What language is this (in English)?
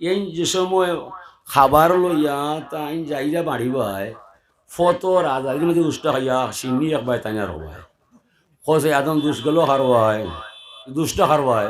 Sylheti